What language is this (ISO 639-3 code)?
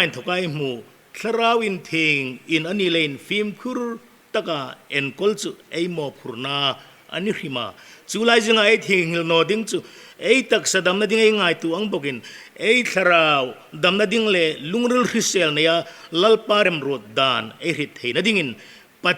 hmr